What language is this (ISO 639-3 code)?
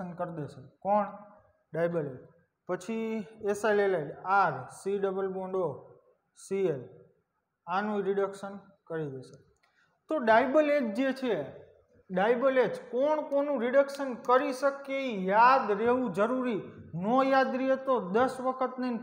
guj